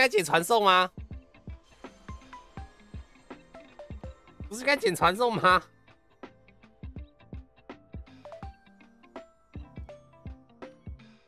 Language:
Chinese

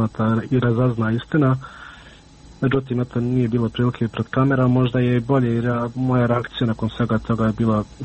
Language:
Bosnian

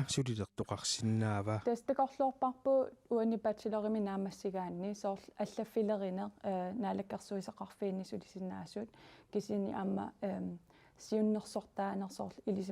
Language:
Kalaallisut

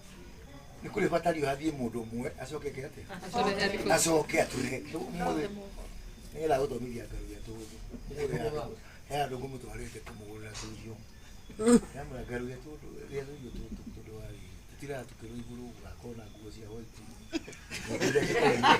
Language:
Kikuyu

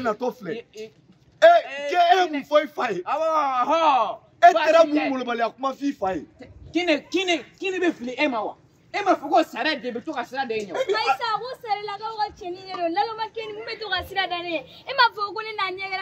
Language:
Bambara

